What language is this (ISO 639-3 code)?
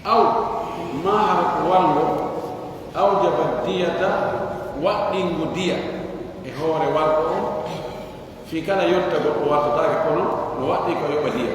fuf